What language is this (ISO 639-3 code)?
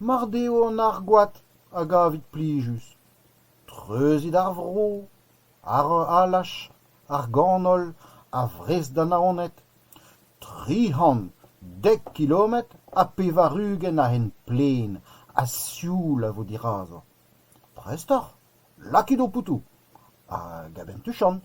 bre